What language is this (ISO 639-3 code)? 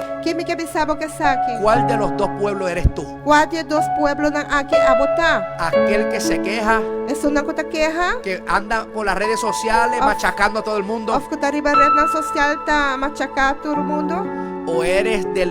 pap